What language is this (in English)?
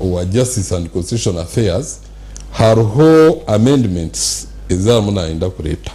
Nyankole